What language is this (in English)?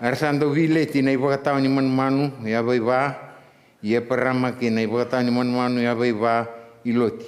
Fijian